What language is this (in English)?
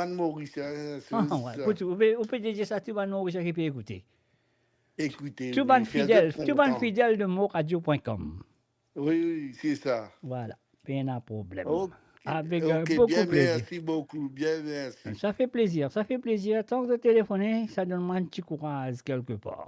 Morisyen